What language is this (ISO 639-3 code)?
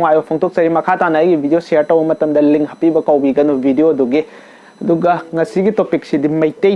mni